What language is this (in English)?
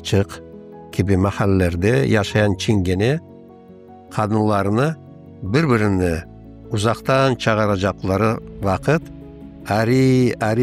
Crimean Tatar